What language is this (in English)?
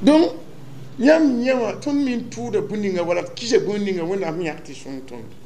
Mossi